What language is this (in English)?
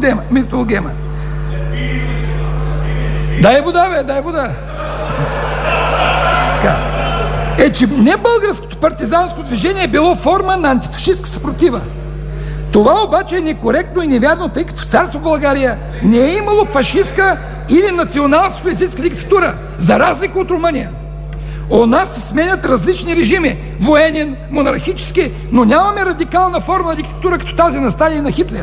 Bulgarian